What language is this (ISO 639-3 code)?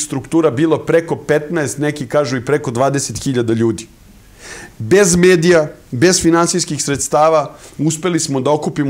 srp